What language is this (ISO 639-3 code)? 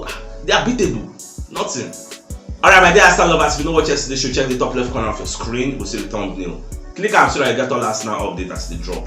pcm